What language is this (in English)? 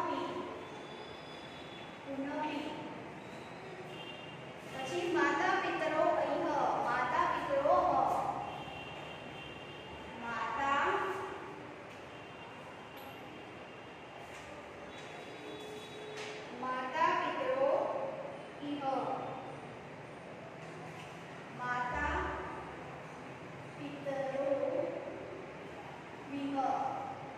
Gujarati